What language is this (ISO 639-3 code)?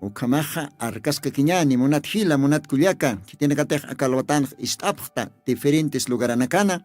aym